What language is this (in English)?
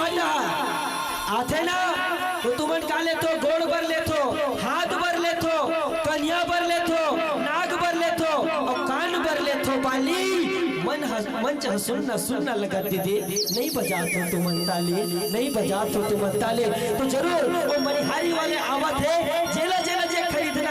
Chhattisgarhi